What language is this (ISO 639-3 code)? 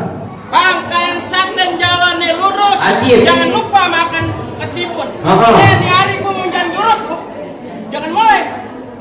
bew